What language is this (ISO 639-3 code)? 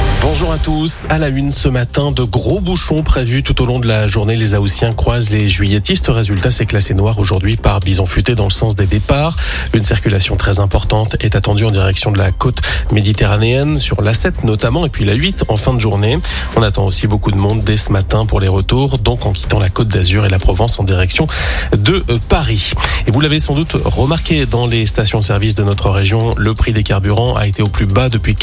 fra